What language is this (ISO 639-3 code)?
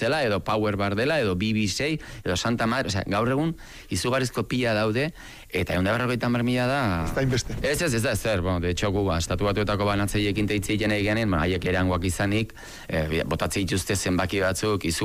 eus